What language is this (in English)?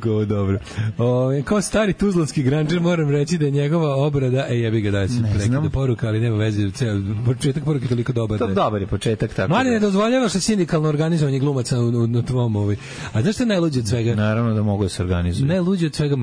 Serbian